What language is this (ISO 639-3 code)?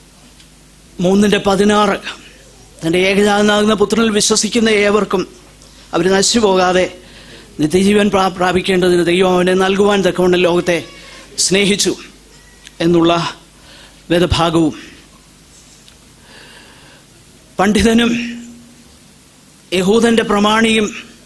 mal